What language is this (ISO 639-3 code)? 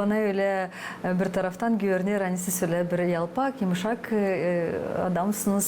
gag